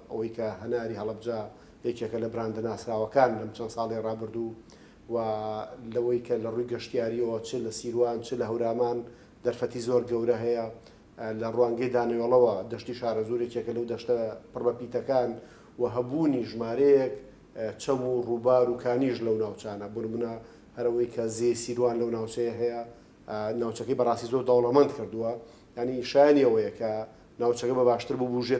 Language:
Central Kurdish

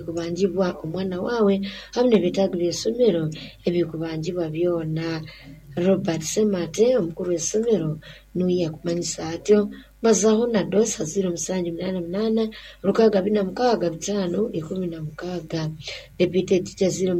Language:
Nyoro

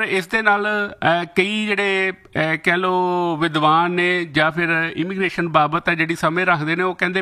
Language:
Punjabi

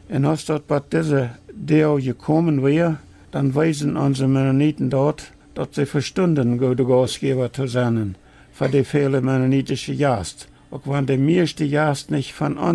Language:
Plautdietsch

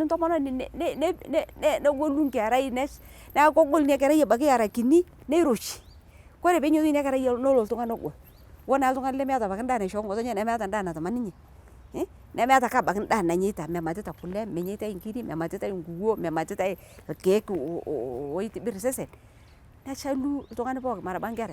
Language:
Masai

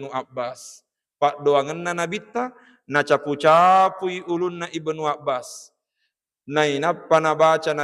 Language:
Buginese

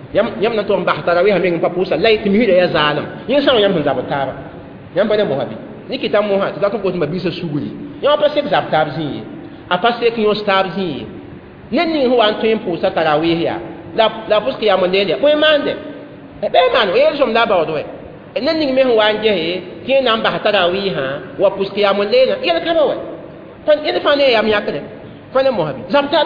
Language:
Mossi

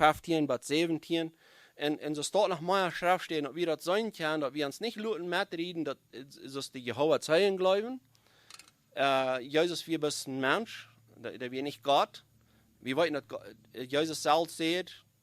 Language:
Plautdietsch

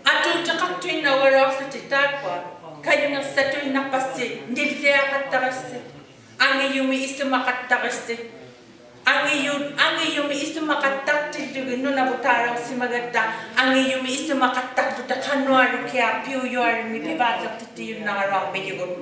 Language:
Inuktitut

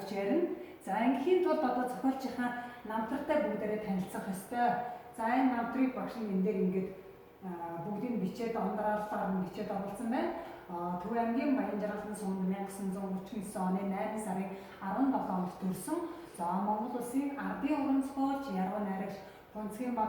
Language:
Mongolian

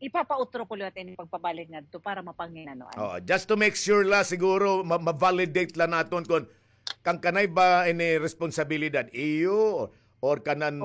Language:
Waray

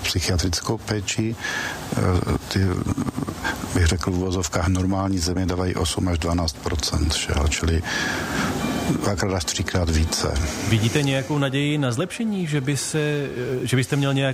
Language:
Czech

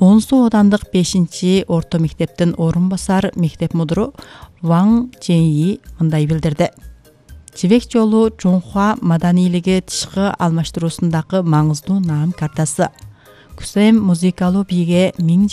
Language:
Kyrgyz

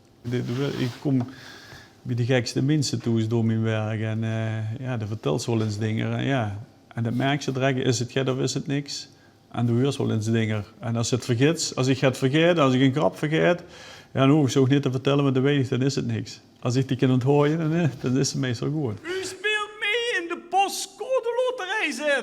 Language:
Limburgish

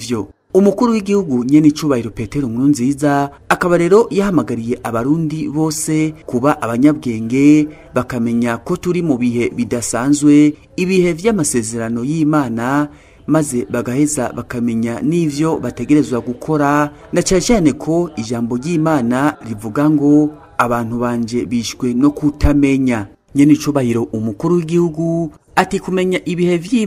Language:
Rundi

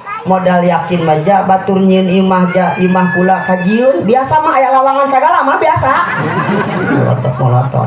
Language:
Sundanese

